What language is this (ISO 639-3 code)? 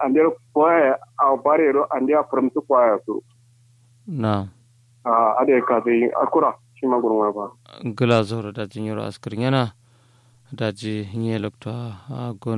kau